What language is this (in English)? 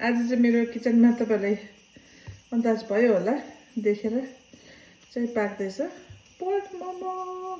Nepali